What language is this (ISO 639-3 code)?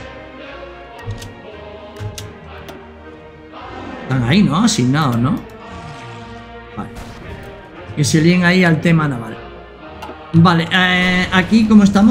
spa